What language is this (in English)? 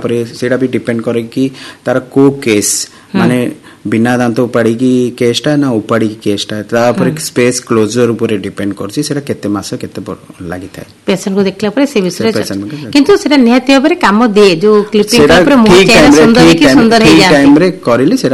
Odia